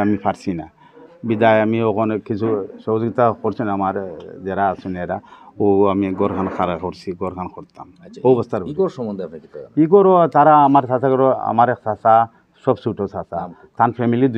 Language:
Sylheti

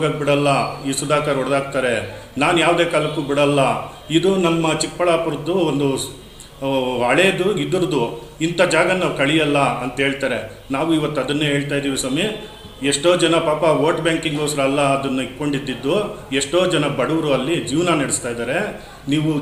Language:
Kannada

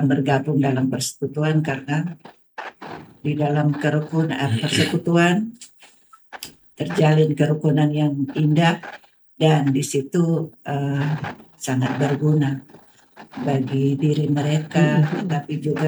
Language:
Indonesian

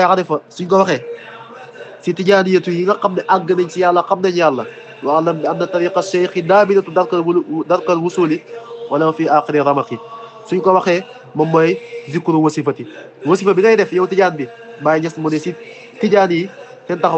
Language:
Wolof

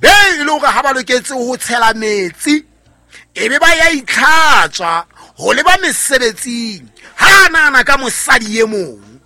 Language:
Southern Sotho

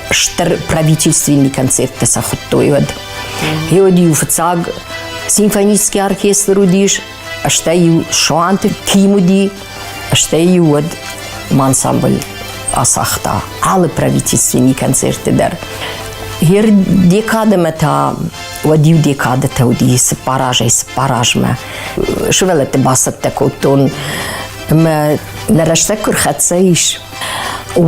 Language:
Ossetic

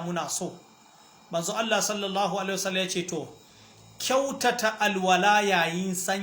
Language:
Hausa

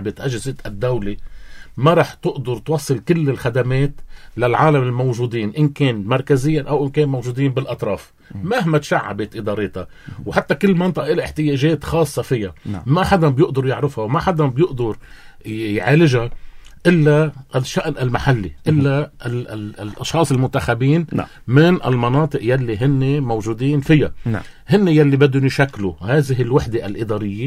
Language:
North Levantine Arabic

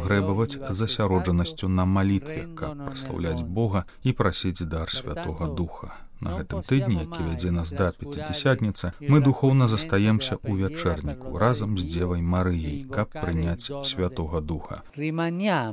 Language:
Belarusian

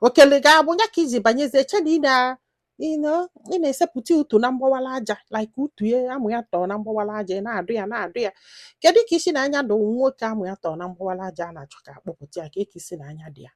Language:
Igbo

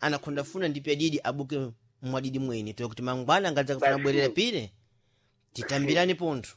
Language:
Sena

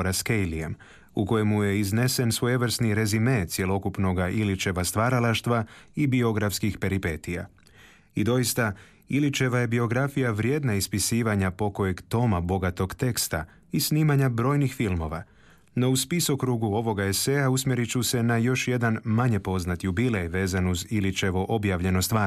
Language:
Croatian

